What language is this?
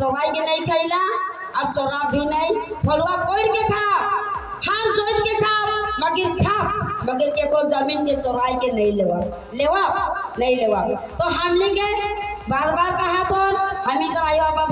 Sadri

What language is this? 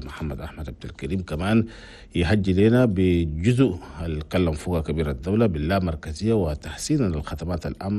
Chadian Arabic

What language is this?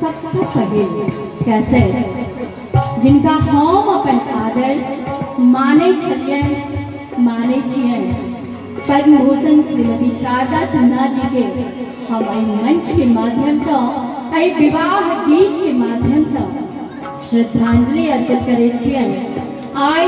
Maithili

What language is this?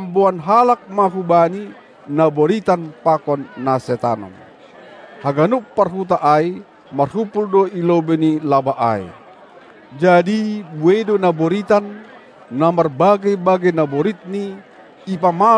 Batak Simalungun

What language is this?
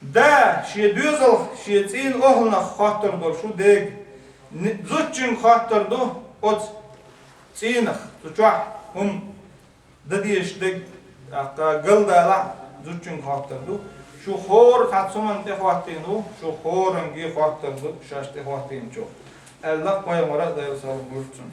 Chechen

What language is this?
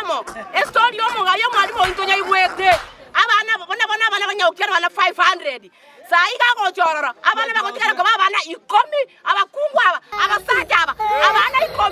Gusii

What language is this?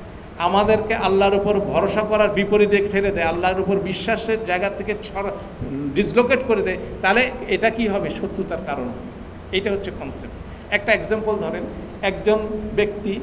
Bangla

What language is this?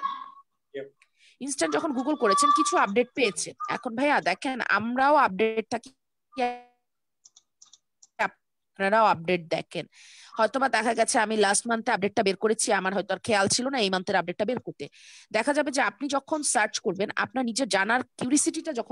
Bangla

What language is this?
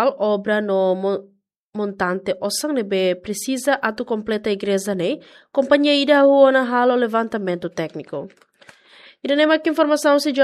Tetum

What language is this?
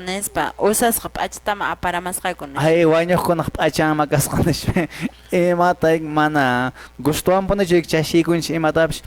Quechua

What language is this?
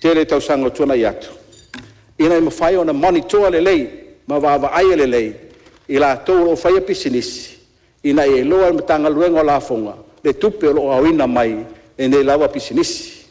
Samoan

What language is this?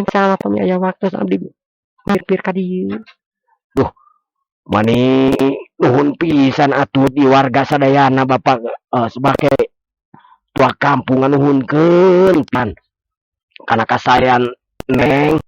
Sundanese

